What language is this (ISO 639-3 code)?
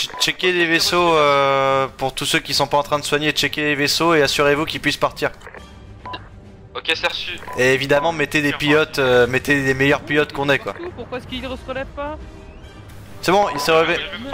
fra